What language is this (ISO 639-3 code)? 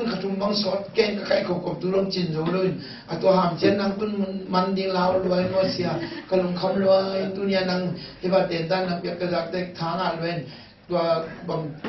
ctd